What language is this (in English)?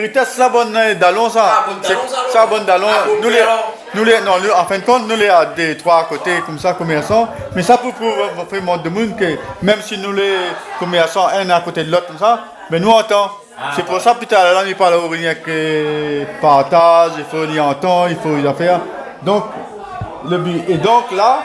Réunion Creole French